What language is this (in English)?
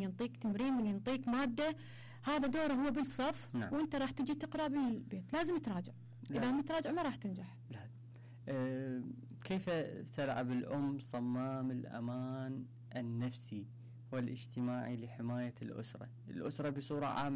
Mesopotamian Arabic